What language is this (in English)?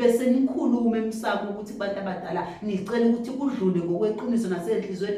Zulu